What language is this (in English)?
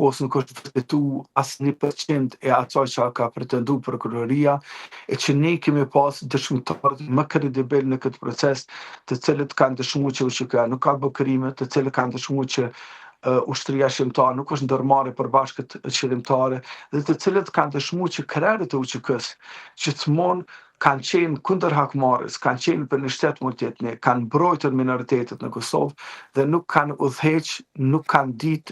Albanian